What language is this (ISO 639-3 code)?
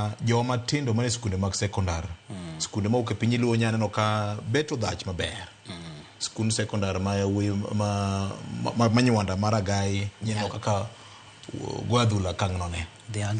luo